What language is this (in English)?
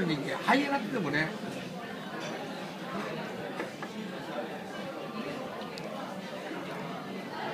Japanese